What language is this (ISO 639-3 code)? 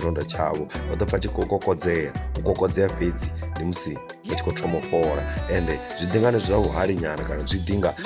ven